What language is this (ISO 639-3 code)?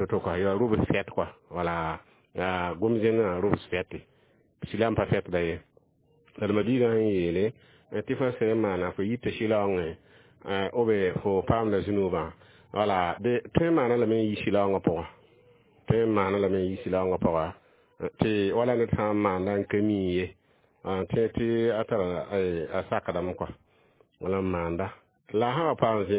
mos